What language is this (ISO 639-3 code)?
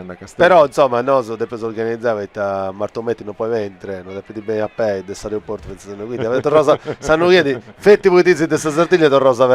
srd